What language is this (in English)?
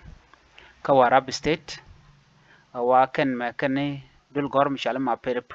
Nuer